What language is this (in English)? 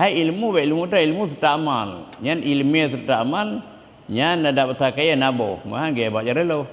Achinese